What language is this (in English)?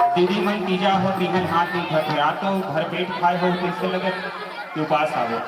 Chhattisgarhi